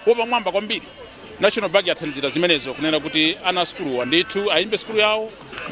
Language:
Nyanja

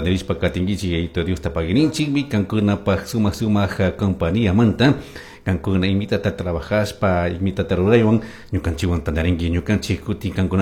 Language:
Chimborazo Highland Quichua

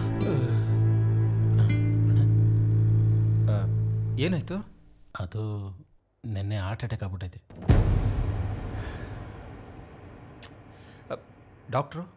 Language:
Kannada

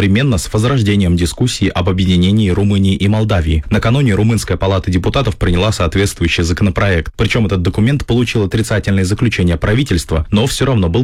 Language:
Russian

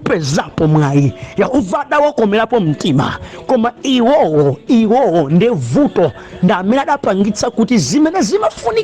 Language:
Nyanja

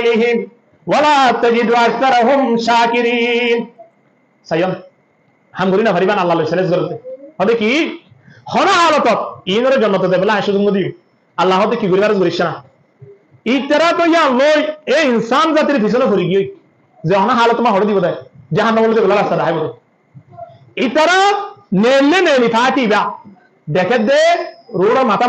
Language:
Rohingya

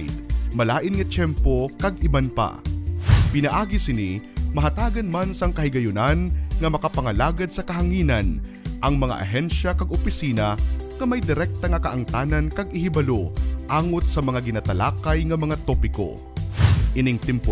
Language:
Hiligaynon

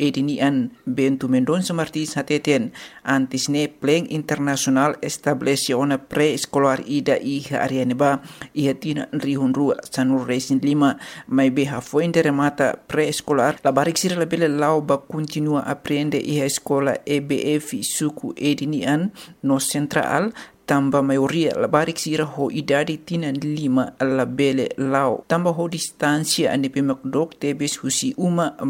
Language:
Tetum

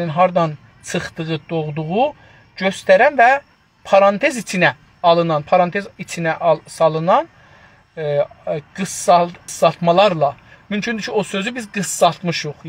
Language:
South Azerbaijani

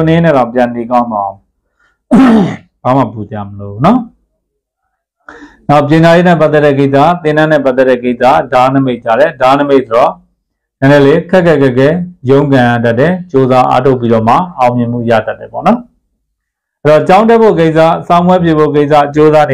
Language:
Burmese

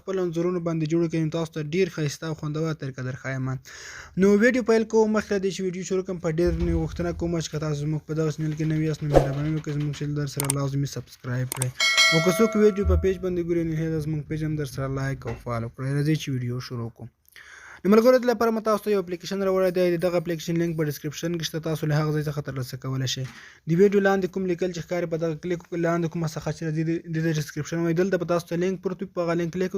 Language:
Pashto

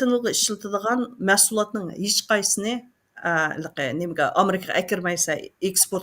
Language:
Uyghur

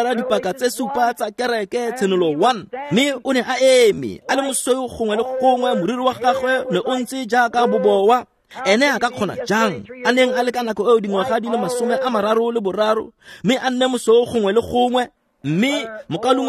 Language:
Tswana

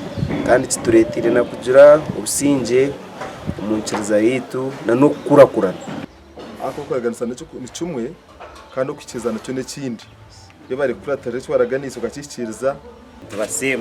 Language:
Nyankole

